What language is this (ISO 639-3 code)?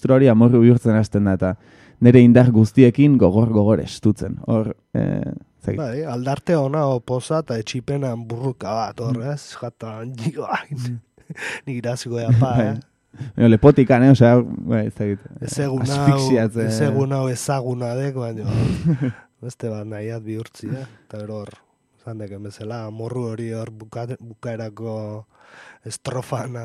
eus